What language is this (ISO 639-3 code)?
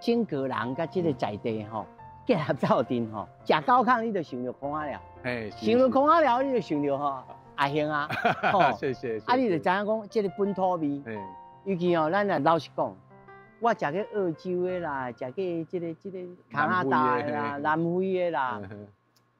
nan